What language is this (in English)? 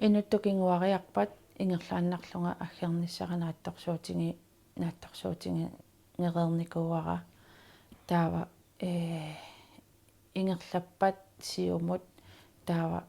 Kalaallisut